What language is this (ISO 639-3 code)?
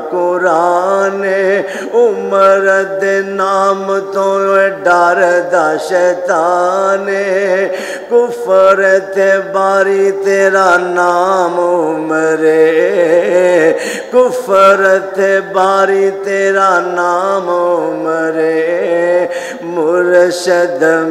lah